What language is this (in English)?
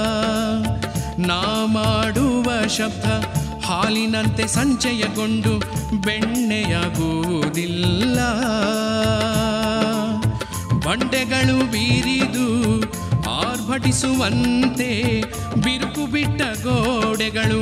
Kannada